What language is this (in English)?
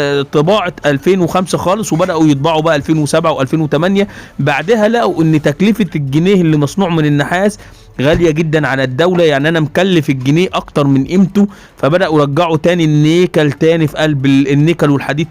Egyptian Arabic